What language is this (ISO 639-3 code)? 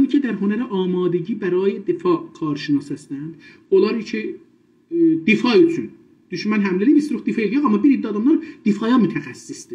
azb